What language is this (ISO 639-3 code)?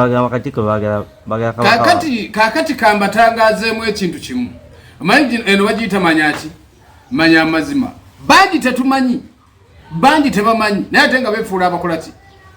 lug